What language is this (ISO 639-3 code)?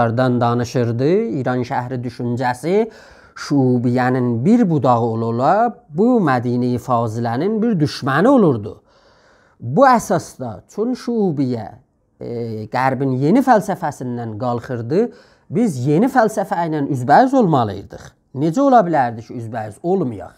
azb